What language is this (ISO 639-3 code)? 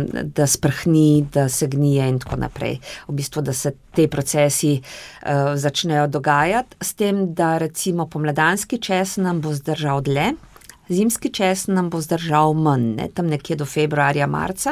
slv